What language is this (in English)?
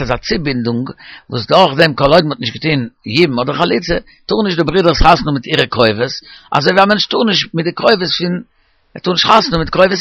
Yiddish